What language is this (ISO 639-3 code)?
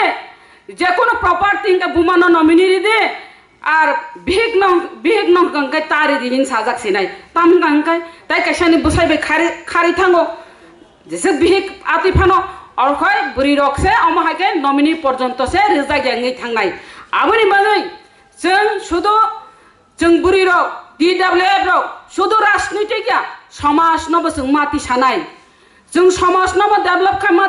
trp